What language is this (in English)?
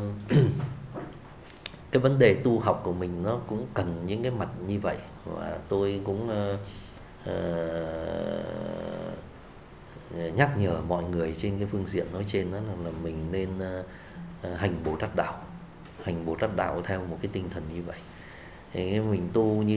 Vietnamese